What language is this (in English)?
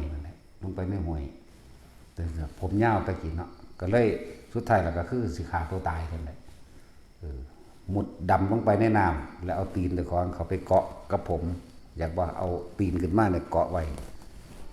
Lao